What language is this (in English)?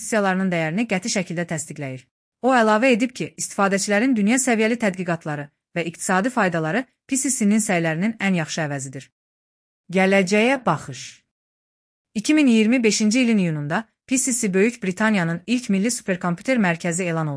Azerbaijani